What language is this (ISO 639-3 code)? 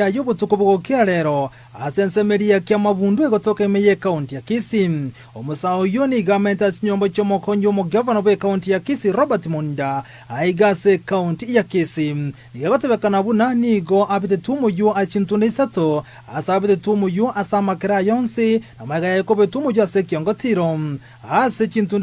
guz